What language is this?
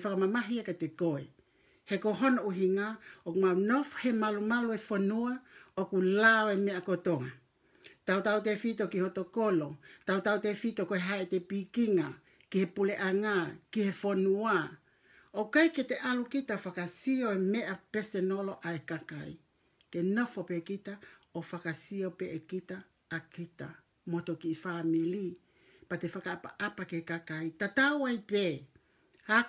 Tongan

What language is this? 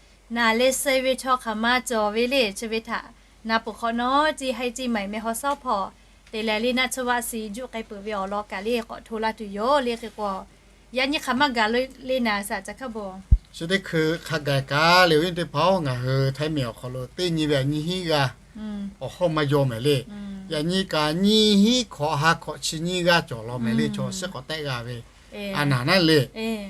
Lahu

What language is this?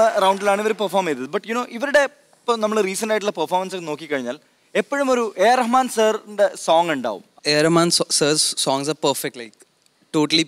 Malayalam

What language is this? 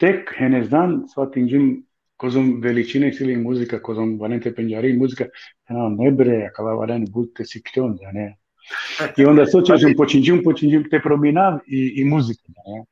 Balkan Romani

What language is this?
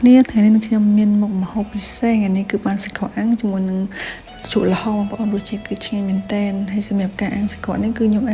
Khmer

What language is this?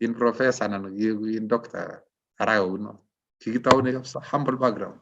Kalenjin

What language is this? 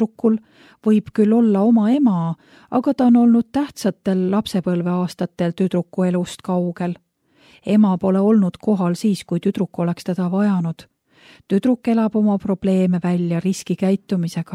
Estonian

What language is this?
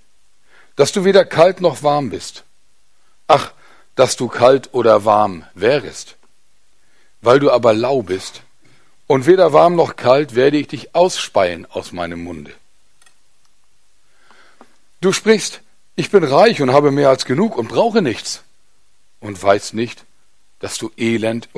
German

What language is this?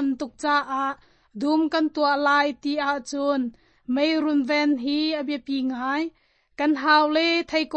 Hakha Chin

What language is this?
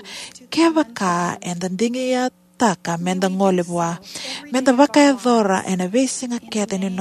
Fijian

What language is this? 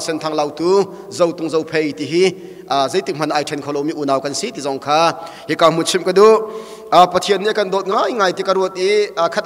Hakha Chin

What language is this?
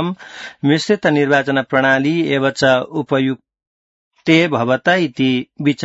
Sanskrit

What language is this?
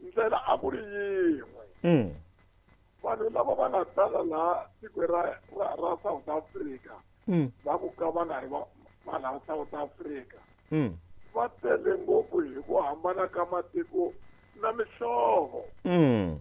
Tsonga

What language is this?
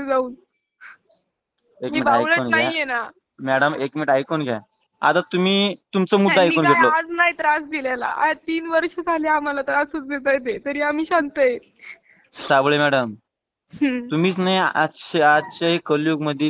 Marathi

